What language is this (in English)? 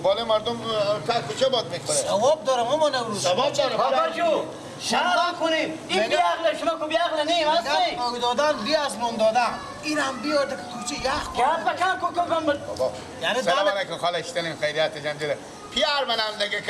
Persian